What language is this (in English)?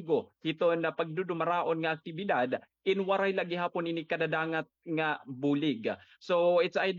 Waray